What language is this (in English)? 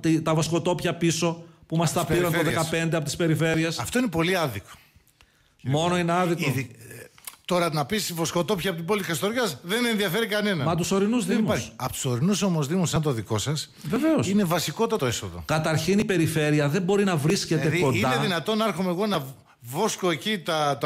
Greek